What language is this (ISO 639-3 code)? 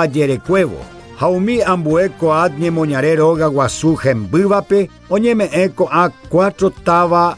grn